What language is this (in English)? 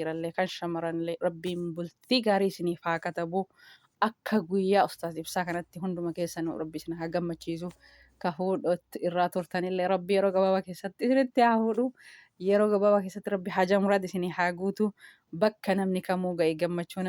Oromo